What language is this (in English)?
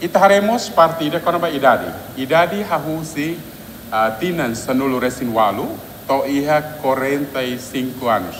Tetum